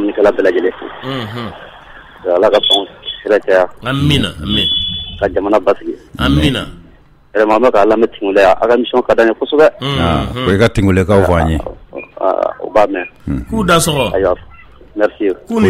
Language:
Bambara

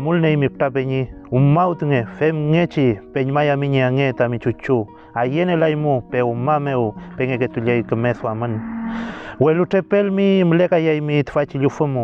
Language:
Mapuche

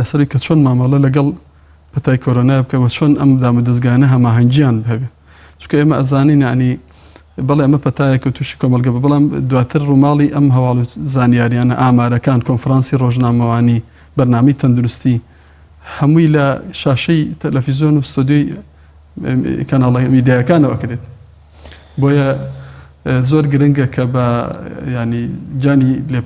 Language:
Central Kurdish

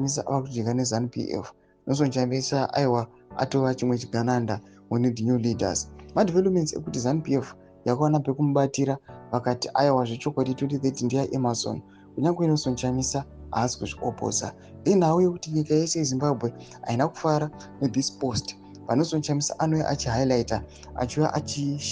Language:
Shona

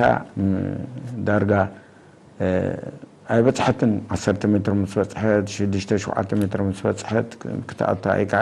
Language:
Tigrinya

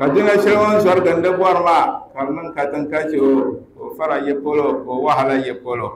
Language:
Dagbani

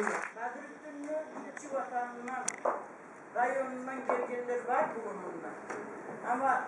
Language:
Kumyk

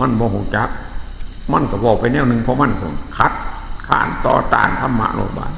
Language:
Northeastern Thai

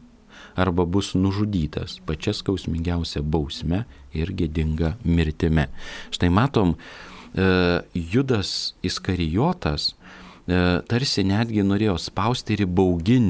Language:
Lithuanian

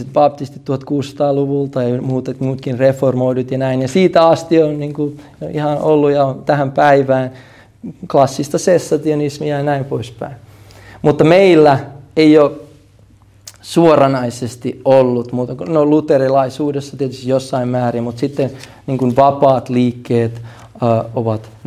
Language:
Finnish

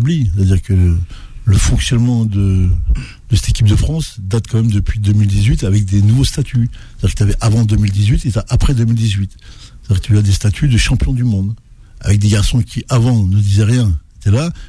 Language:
French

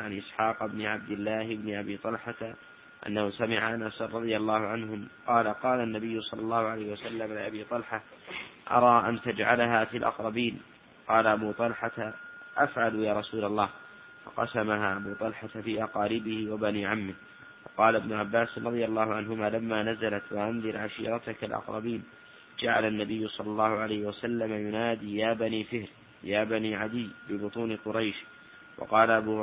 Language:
Arabic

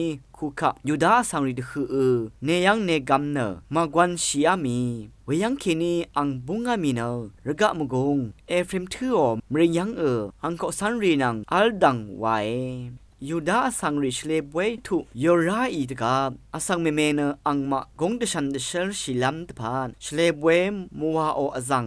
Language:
Rawang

